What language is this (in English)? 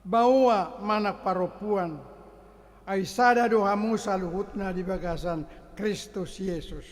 Batak Toba